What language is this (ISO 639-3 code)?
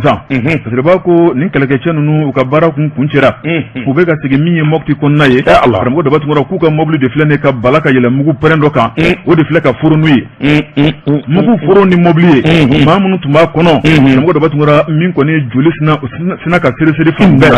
bam